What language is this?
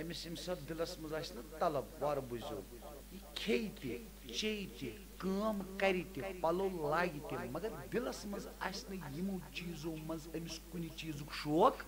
Kashmiri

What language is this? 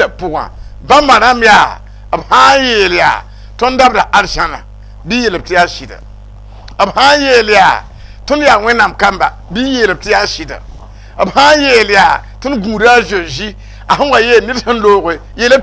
Mossi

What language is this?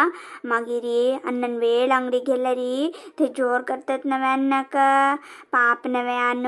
Konkani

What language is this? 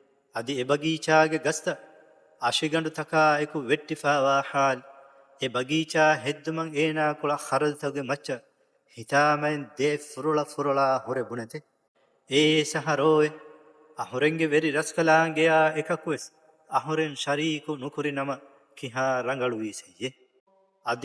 Divehi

